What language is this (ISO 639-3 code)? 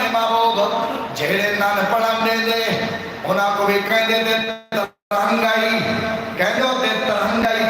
skr